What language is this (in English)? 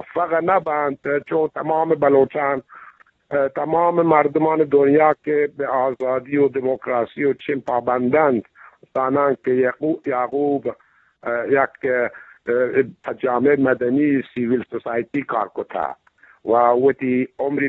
Eastern Balochi